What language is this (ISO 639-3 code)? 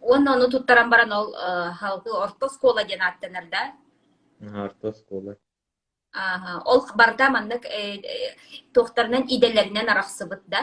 sah